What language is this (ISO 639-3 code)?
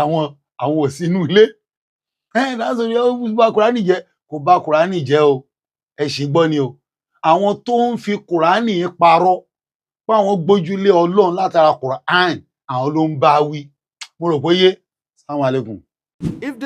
yor